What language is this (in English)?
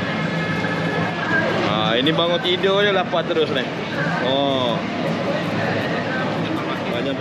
Malay